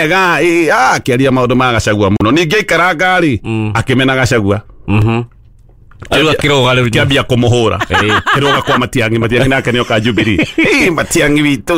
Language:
Kikuyu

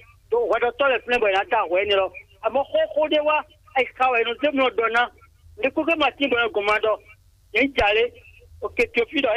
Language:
Fon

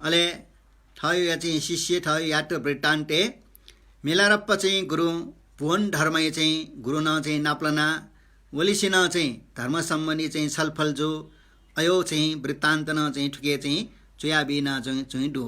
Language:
Newari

